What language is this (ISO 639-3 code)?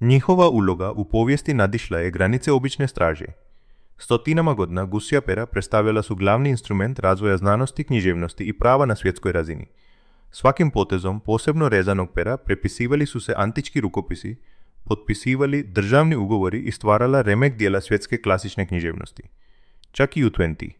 hrv